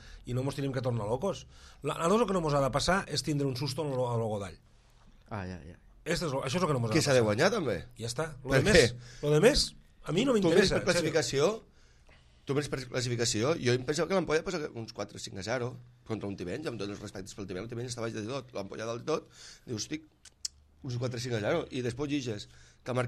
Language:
Catalan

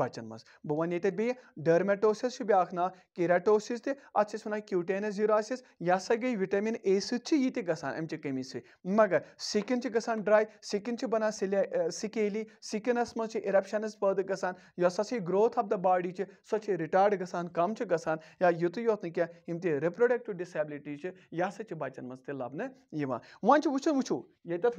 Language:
Kashmiri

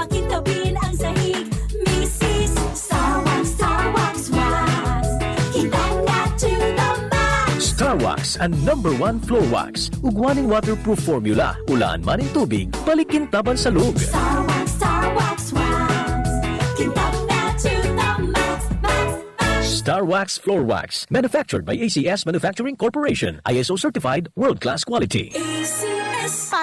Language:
Bikol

